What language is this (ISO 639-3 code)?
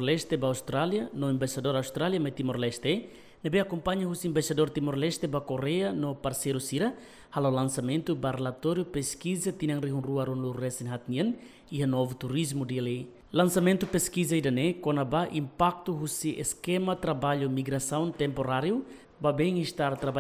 tet